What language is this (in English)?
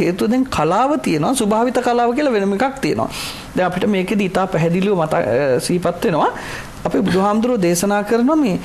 Sinhala